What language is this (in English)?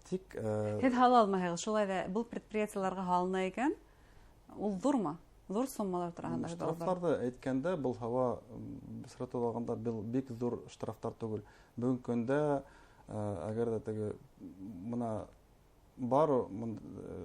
Bashkir